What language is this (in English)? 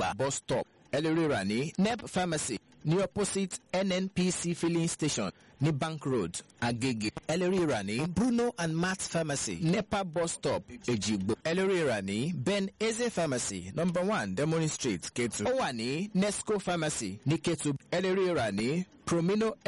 Yoruba